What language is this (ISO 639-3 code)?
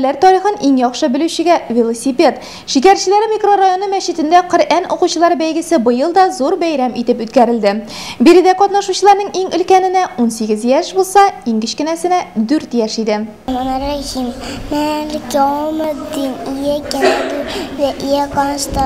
tat